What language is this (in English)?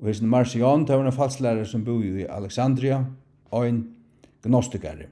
Faroese